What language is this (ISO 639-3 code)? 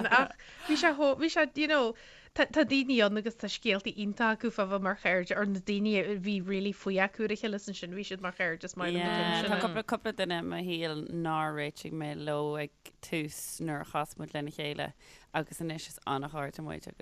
gle